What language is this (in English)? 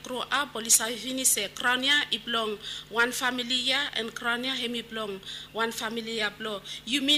Bislama